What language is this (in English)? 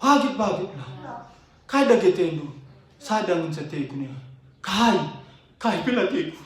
Batak Karo